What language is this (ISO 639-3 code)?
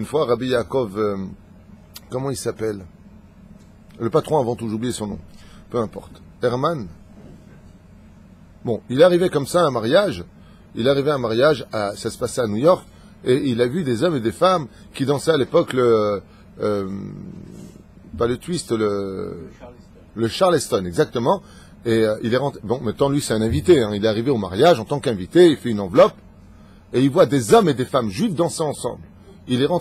fra